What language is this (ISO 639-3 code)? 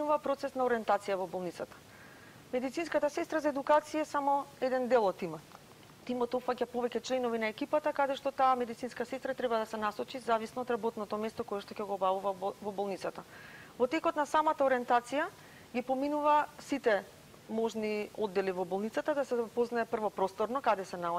mkd